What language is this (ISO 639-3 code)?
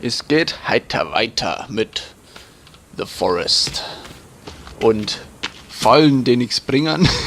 bar